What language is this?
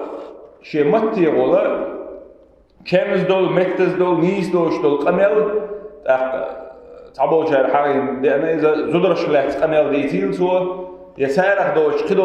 Chechen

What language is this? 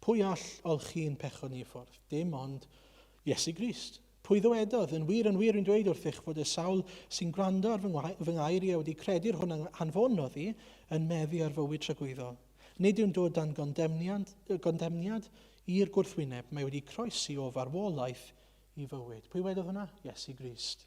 Welsh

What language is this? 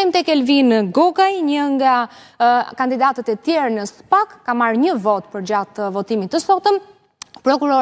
Albanian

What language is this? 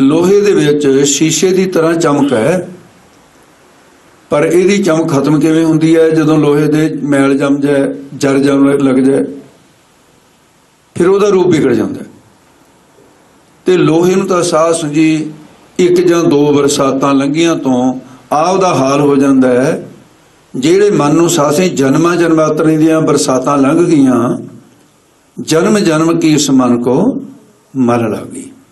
Punjabi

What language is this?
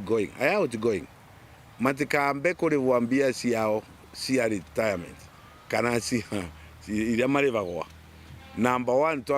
Meru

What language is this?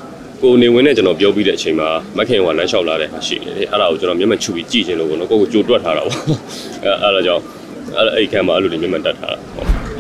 Burmese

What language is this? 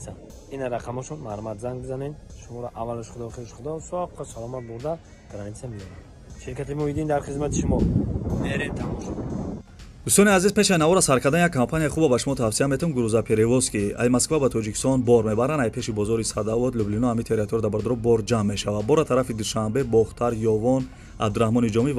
Tajik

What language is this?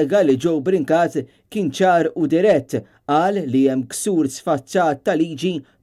Maltese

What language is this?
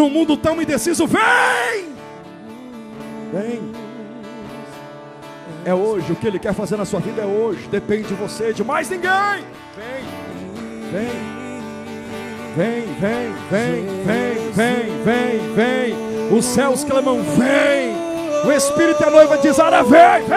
Portuguese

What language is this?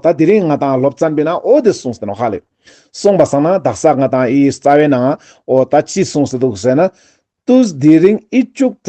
Ladakhi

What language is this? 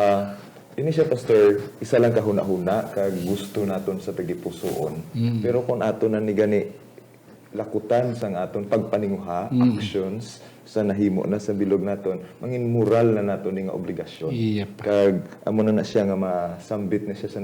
Hiligaynon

